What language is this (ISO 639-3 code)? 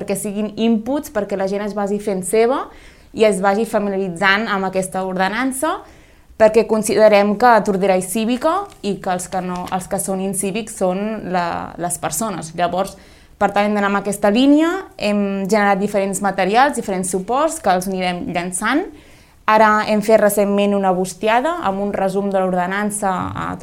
cat